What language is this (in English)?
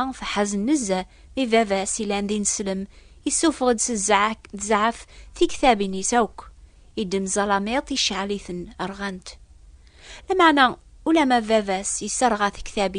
Kabyle